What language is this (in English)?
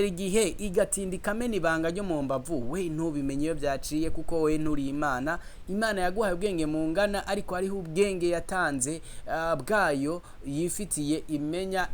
Rundi